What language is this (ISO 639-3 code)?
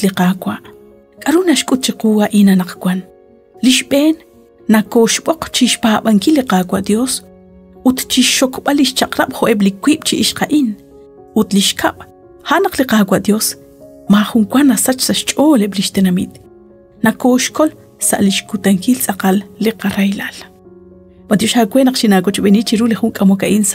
kek